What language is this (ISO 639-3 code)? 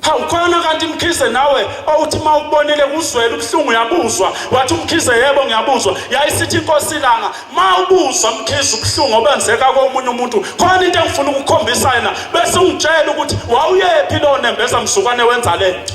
zul